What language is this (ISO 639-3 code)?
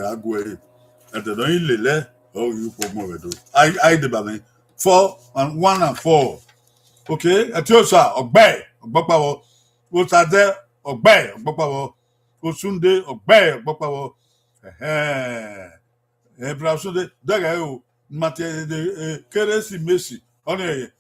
bin